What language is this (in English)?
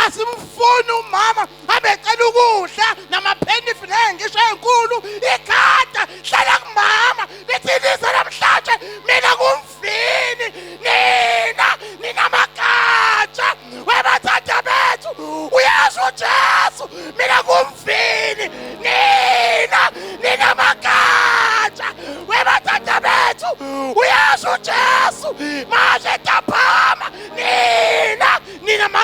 Zulu